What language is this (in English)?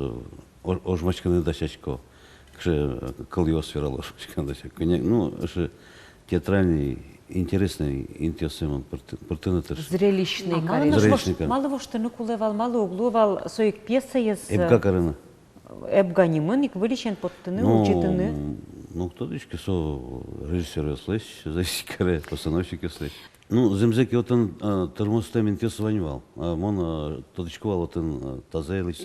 Udmurt